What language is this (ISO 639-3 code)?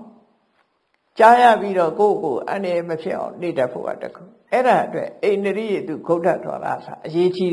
mya